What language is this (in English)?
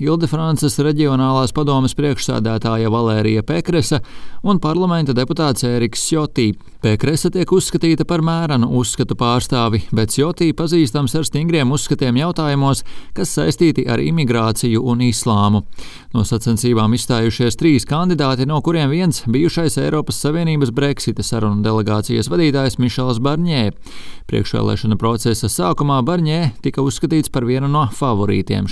Latvian